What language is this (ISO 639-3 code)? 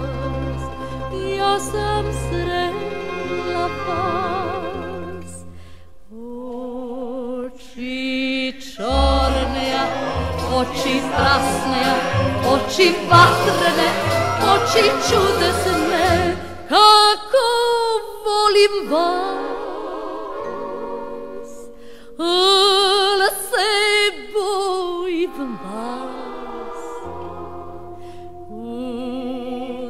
srp